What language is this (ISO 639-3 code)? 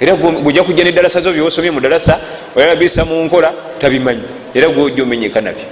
lug